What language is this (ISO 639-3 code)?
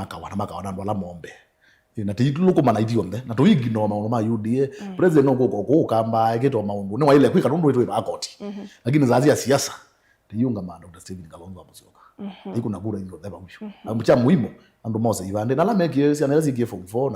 kam